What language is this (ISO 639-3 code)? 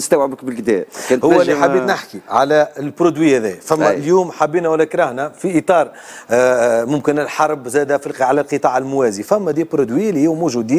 aeb